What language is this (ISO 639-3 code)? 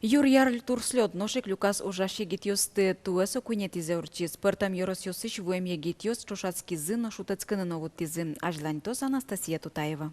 udm